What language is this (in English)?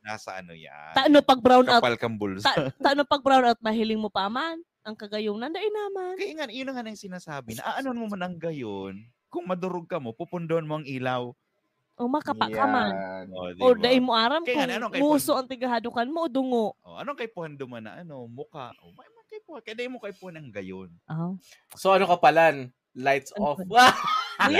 Bikol